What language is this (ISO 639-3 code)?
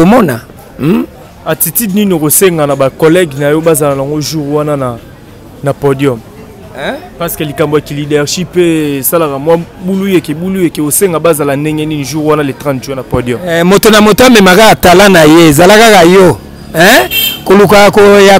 lin